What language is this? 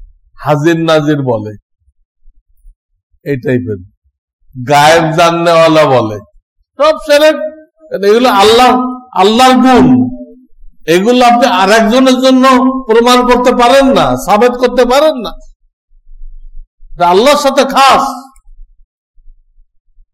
Bangla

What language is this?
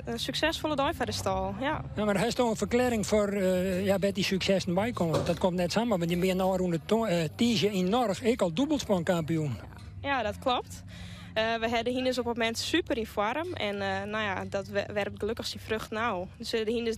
Western Frisian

